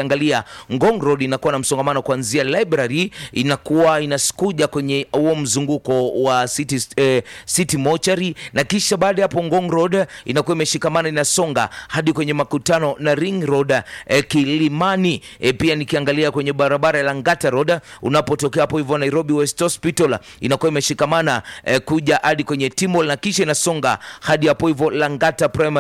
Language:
Swahili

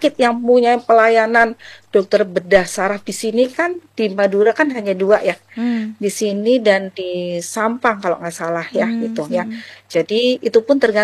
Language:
Indonesian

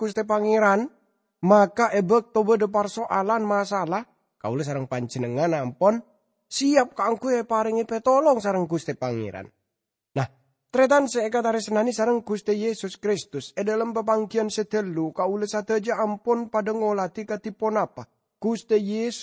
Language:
Madurese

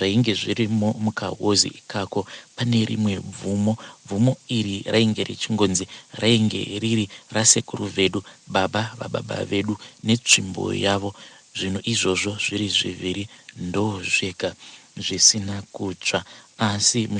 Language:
Shona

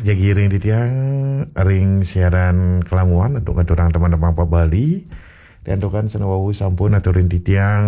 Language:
Balinese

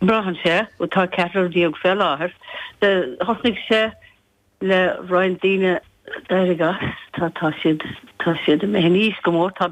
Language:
Irish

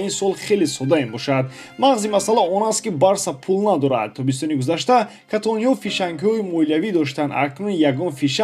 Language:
Tajik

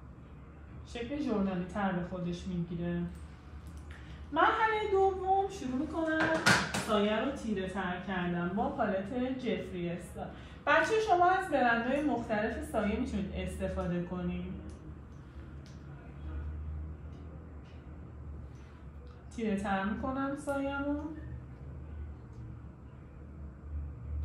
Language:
Persian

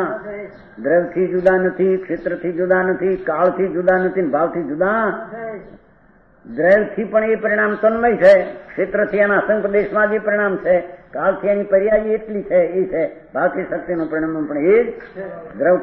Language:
Gujarati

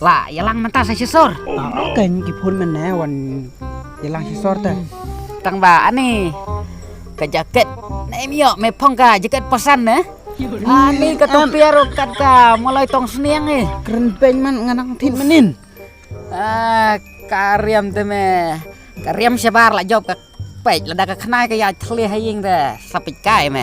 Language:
Khasi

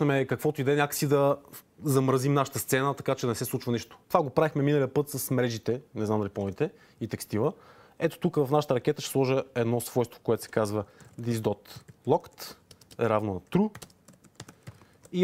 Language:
Bulgarian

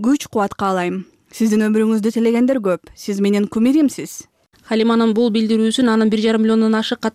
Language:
Kyrgyz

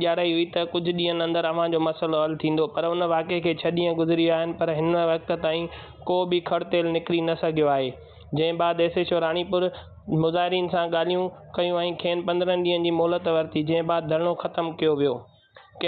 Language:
Sindhi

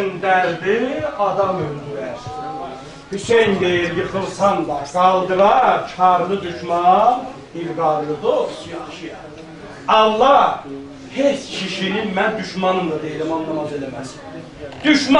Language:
South Azerbaijani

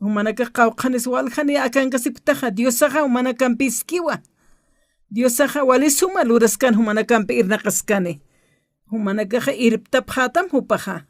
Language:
Aymara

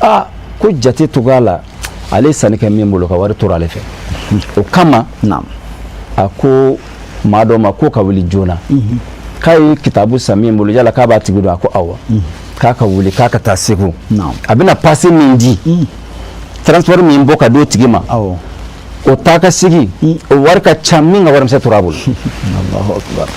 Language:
Bambara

